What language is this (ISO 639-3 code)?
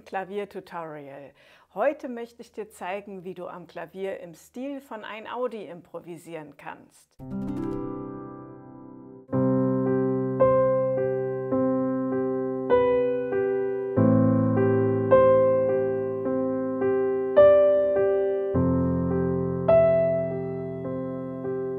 deu